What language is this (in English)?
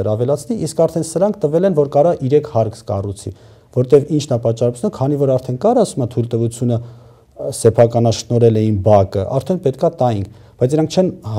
Armenian